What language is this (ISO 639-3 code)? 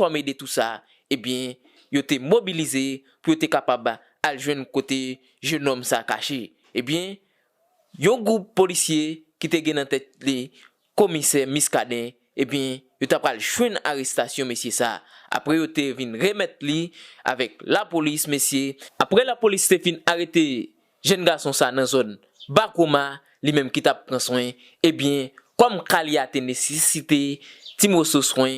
hat